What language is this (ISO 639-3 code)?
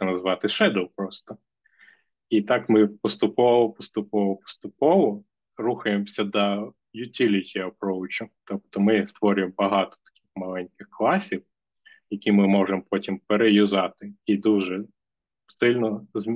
ukr